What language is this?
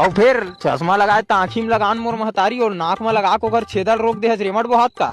Chhattisgarhi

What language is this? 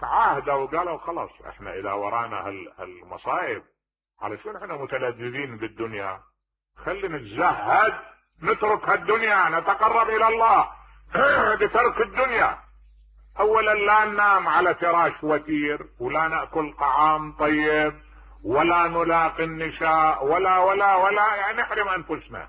Mesopotamian Arabic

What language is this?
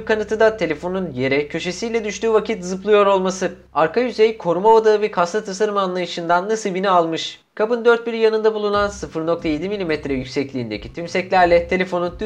Turkish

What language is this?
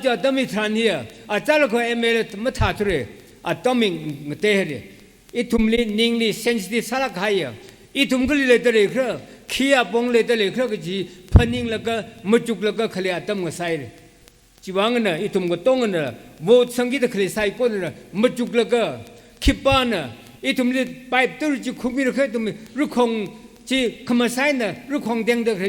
Tangkhul Naga (India)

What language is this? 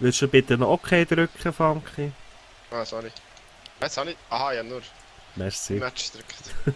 Swiss German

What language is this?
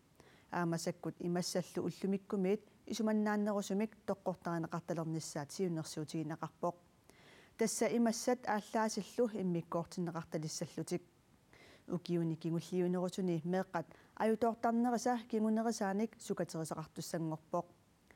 Kalaallisut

